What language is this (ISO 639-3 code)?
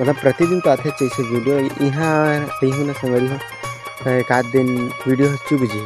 hne